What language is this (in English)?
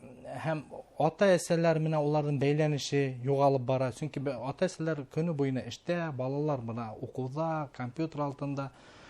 Bashkir